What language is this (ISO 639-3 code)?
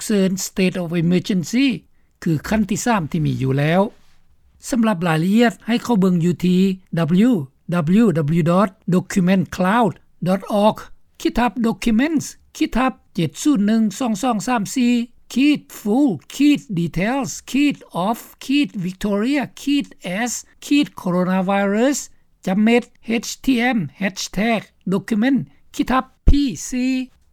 lao